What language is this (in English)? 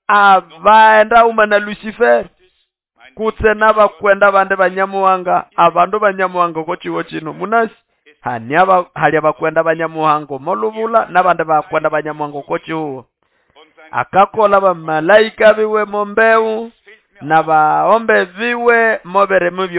Nande